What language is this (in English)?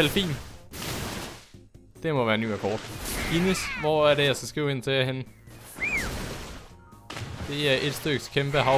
Danish